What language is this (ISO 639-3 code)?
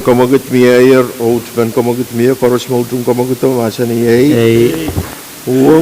pon